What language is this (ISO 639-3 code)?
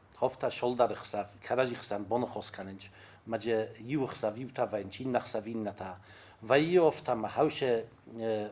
oss